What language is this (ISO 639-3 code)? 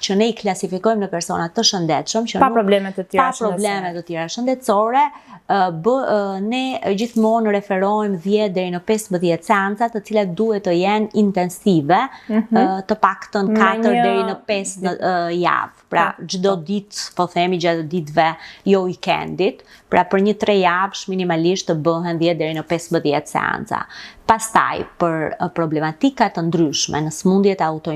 sqi